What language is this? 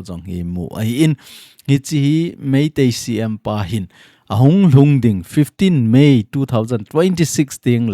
Thado Chin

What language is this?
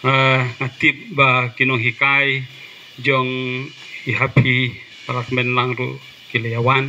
Khasi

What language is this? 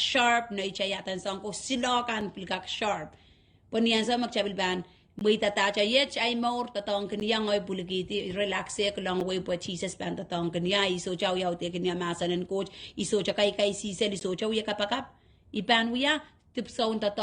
Pohnpeian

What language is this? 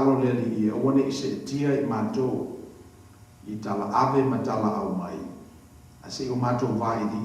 Samoan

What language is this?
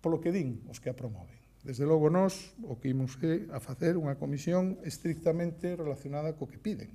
Galician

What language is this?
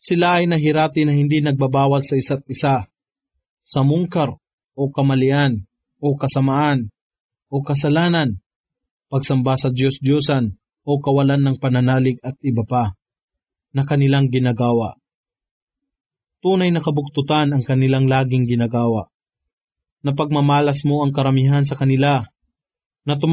Filipino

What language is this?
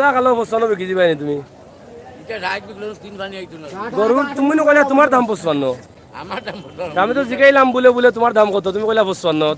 Sylheti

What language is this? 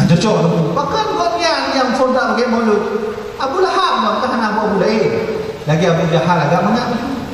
Achinese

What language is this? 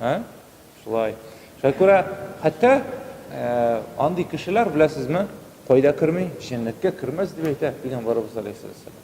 Tatar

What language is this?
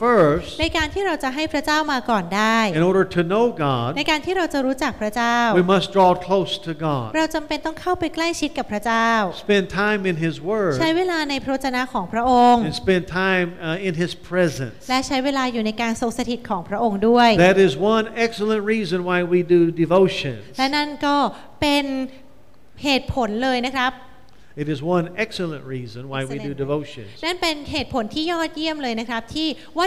Thai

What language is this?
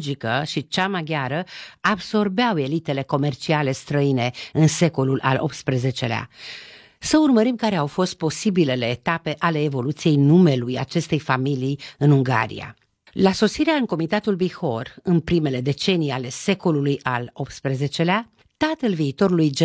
Romanian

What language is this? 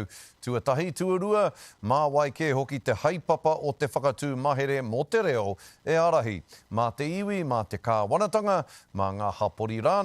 Māori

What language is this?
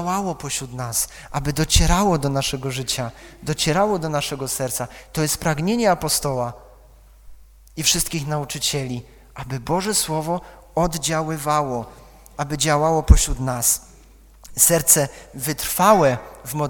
Polish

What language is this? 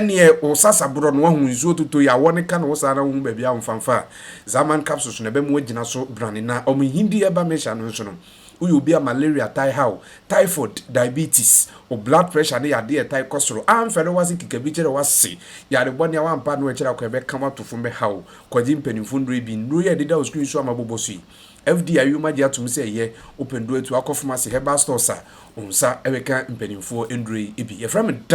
Akan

